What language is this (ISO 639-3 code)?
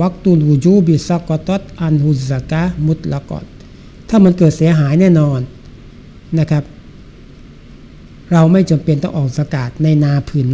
tha